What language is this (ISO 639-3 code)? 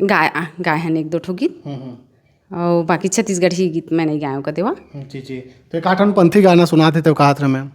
hne